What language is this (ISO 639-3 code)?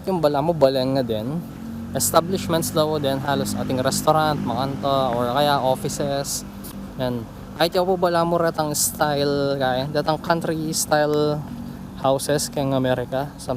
pam